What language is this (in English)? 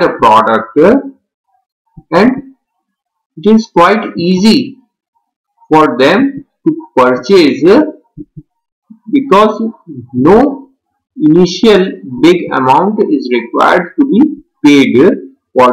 English